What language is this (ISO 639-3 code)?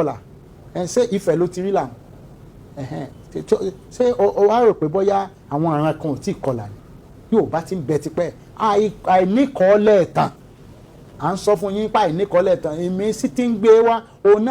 yor